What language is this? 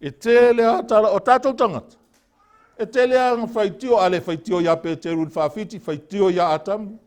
Samoan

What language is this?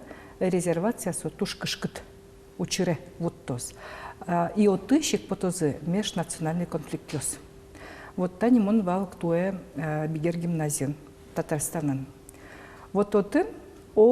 Udmurt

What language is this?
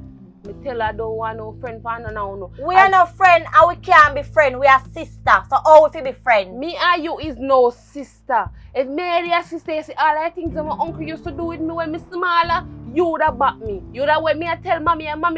Jamaican Creole English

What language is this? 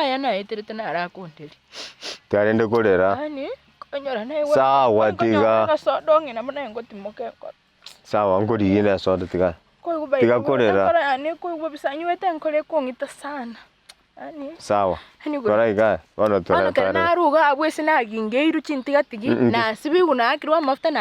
Gusii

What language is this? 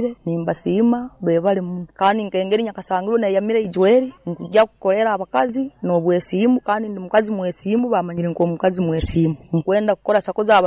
Nyoro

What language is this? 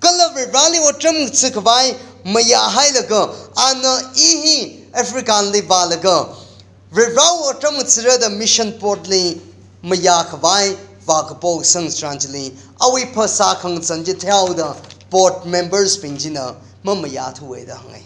Tangkhul Naga (India)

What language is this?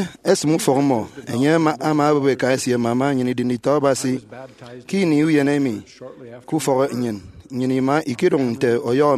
Efik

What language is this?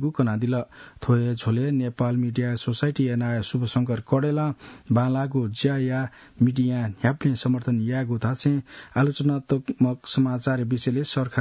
Newari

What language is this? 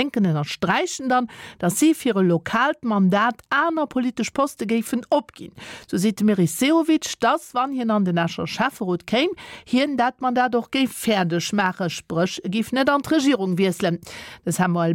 Luxembourgish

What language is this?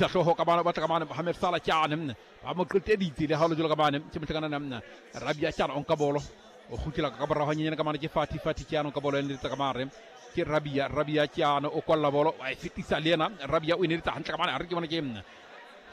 Southern Sotho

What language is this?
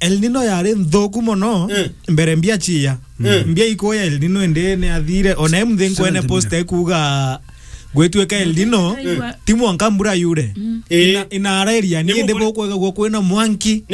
Meru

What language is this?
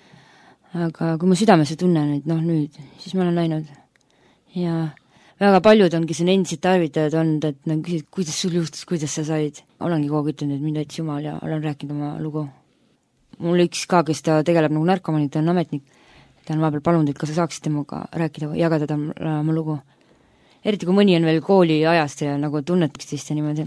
Estonian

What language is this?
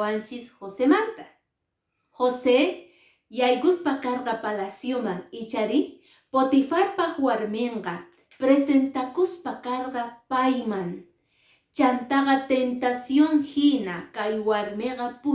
Quechua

